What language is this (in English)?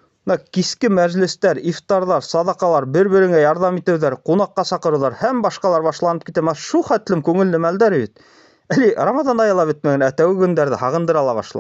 Bashkir